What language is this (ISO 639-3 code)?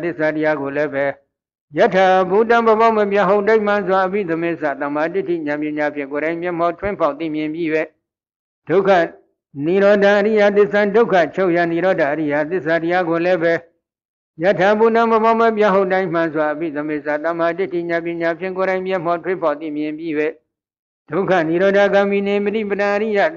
mya